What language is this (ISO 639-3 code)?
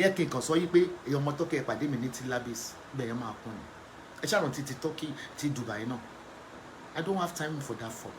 yor